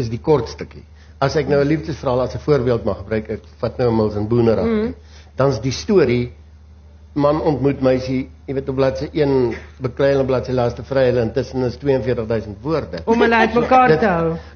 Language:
Afrikaans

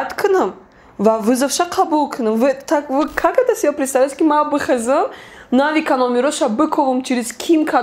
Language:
Tajik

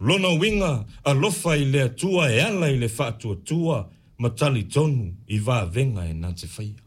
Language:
Samoan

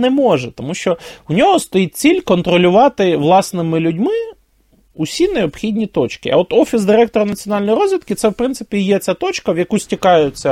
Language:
Ukrainian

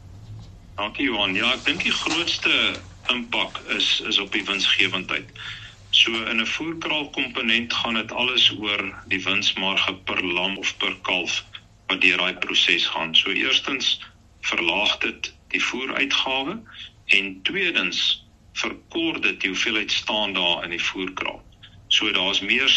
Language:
Afrikaans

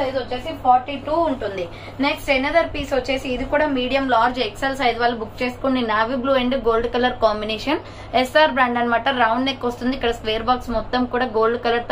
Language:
Telugu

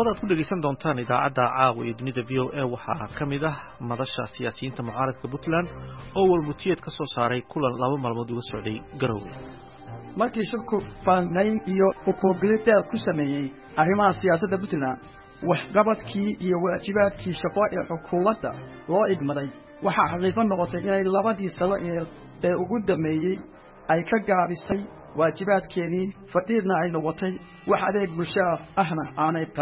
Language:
Somali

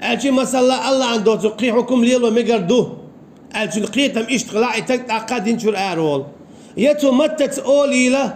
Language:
Chechen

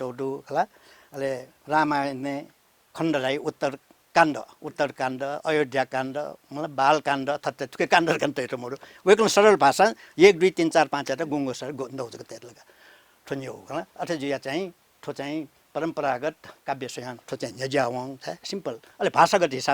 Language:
Newari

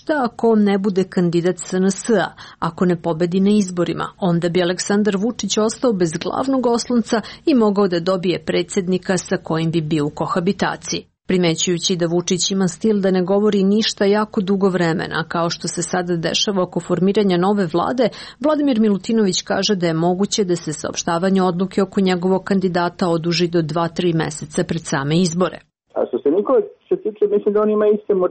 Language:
Serbian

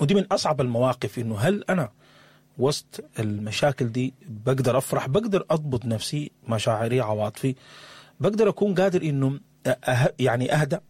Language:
Sudanese Arabic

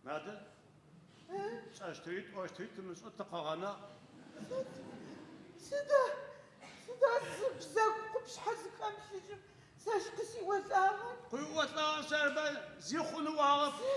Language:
Adyghe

